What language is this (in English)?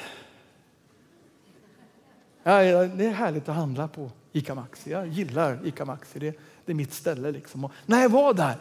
Swedish